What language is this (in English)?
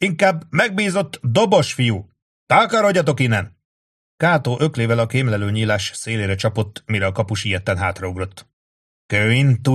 Hungarian